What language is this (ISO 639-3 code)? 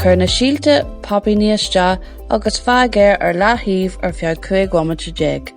gle